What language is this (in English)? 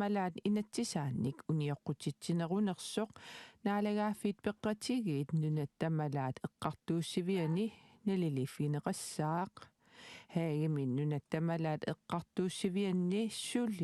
Kalaallisut